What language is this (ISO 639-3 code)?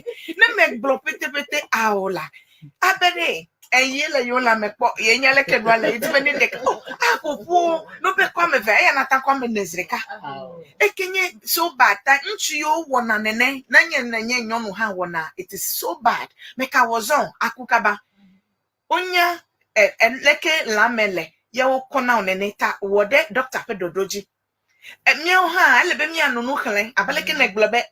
ewe